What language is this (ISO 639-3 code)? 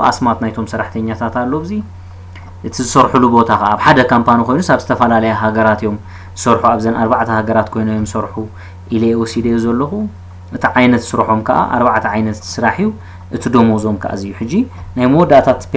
tir